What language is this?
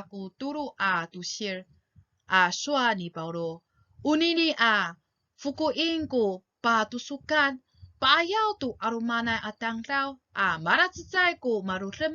Amis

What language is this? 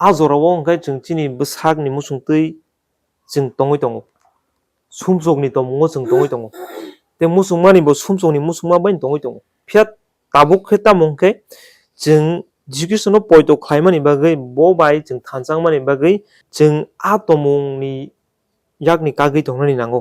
Kok Borok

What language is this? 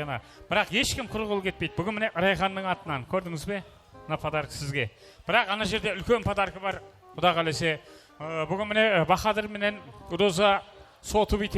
Kara-Kalpak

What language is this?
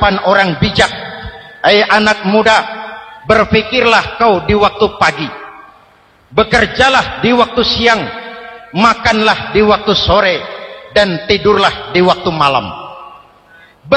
Indonesian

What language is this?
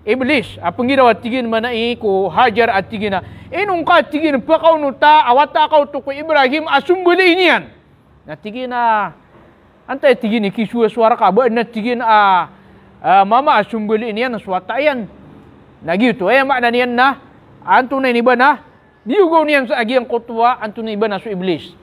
Maranao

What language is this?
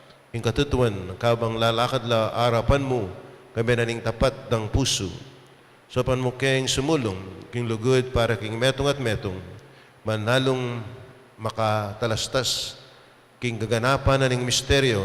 Pampanga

